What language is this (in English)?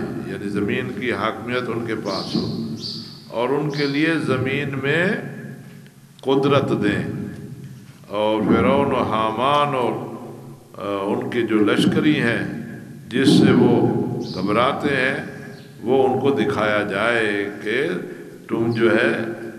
Urdu